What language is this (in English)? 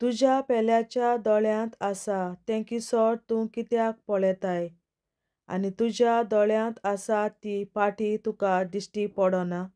Konkani